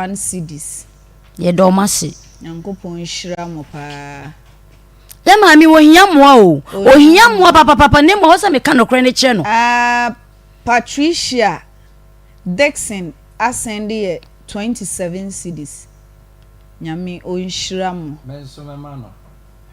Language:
Akan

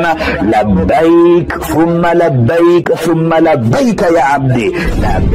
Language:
Ngazidja Comorian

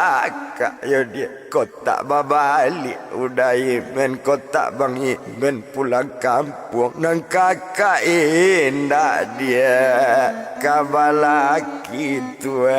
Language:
Minangkabau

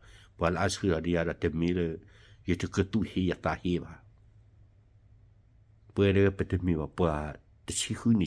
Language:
S'gaw Karen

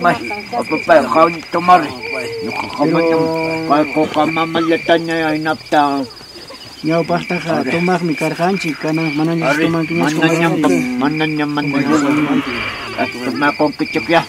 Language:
Ayacucho Quechua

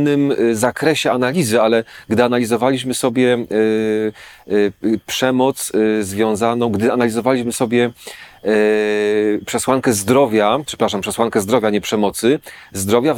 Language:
Polish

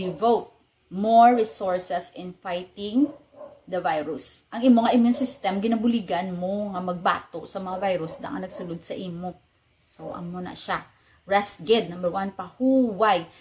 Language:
Hiligaynon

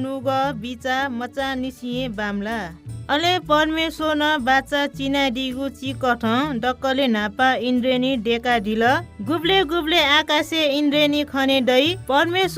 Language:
Newari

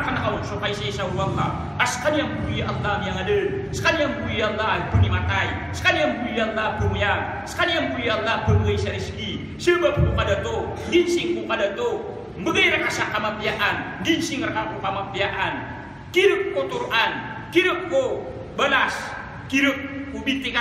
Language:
Maranao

